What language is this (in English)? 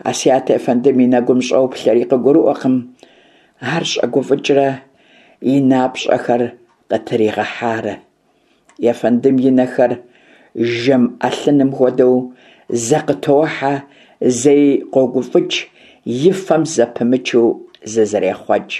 Kabardian